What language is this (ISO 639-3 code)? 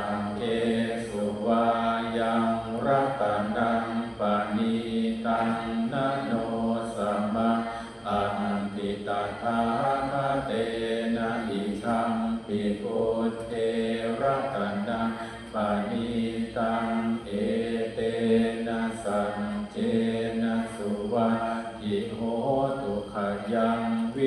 pli